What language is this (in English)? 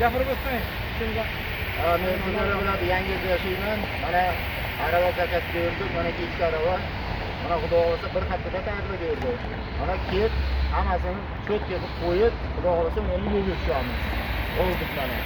Uzbek